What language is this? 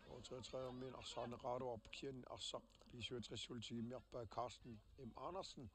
Kalaallisut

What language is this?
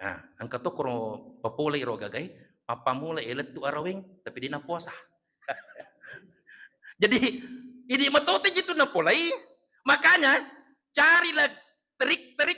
Buginese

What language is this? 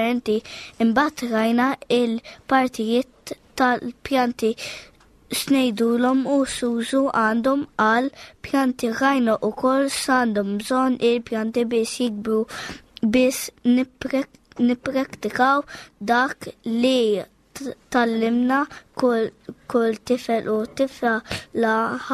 Maltese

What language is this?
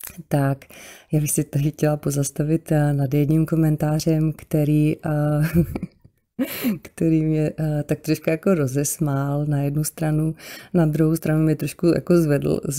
Czech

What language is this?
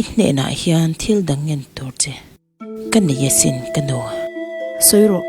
Mizo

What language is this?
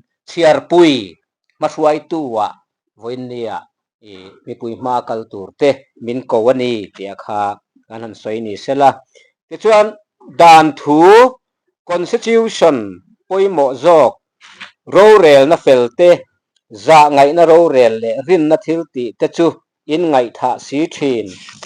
Mizo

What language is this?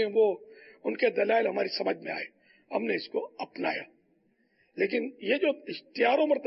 Urdu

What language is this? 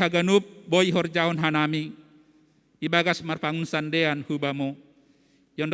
Batak Simalungun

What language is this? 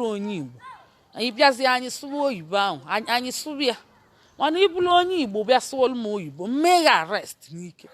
Igbo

